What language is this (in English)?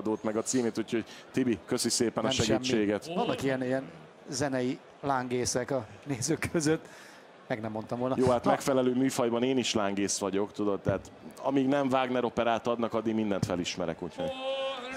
Hungarian